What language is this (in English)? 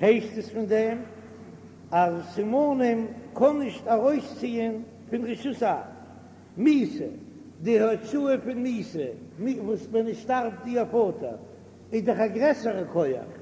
Yiddish